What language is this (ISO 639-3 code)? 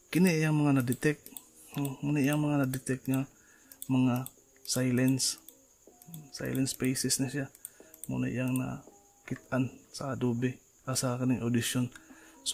ceb